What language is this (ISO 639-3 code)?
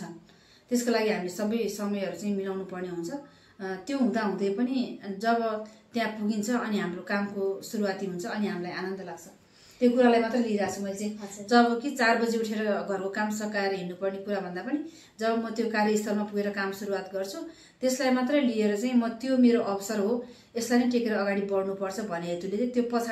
nep